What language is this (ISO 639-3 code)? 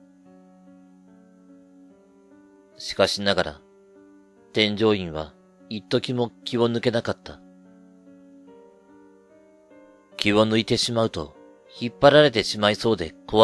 jpn